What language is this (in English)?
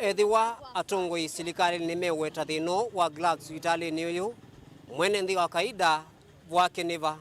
Kamba